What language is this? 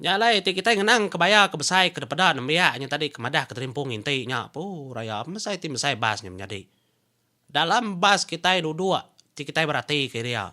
Iban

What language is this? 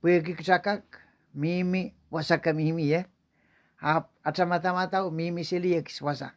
Pohnpeian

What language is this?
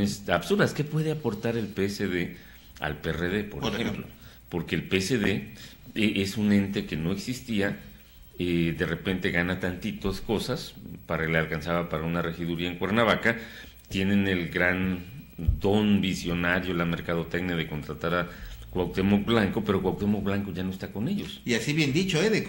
Spanish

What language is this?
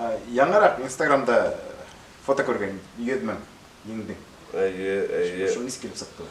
Bashkir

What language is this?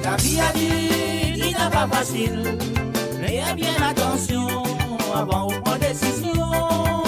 Morisyen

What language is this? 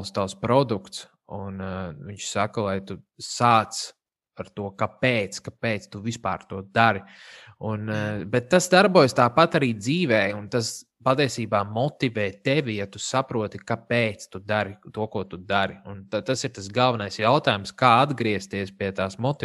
Latvian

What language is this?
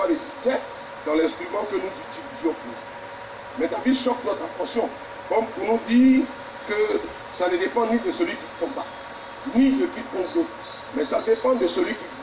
French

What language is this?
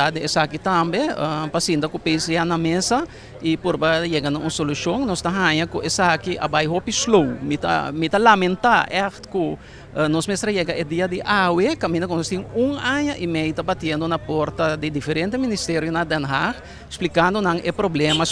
Papiamento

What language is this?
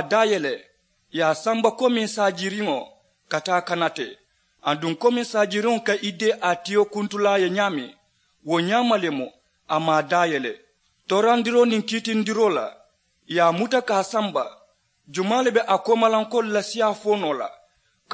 Mandingo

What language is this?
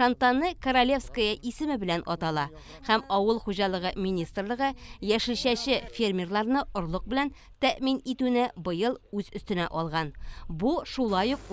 Tatar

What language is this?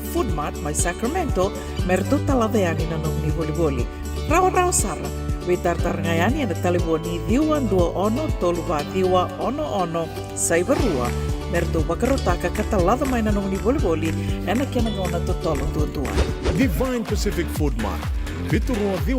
Fijian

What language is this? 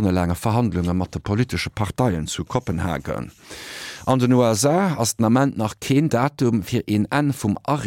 Luxembourgish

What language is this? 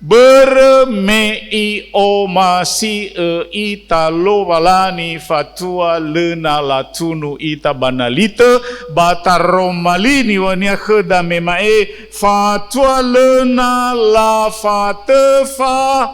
Nias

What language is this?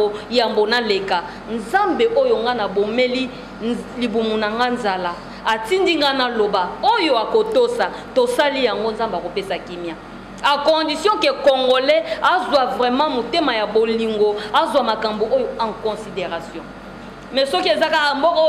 Lingala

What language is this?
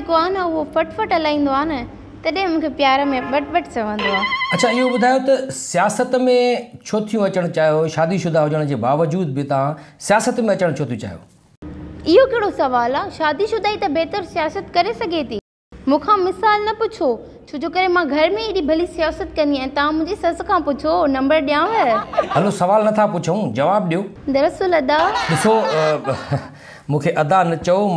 Sindhi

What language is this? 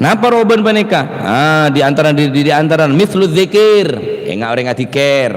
Madurese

